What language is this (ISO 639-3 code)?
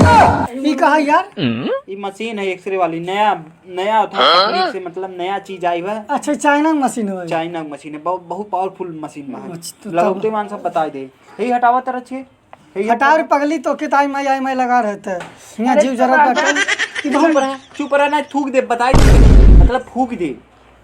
awa